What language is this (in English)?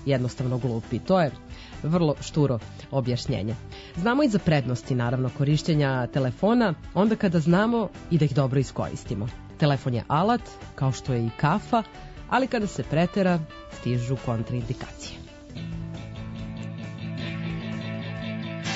Serbian